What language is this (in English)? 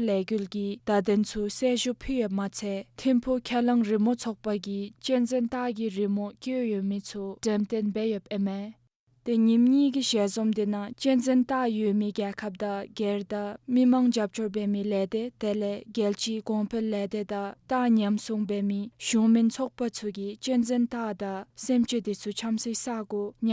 Dzongkha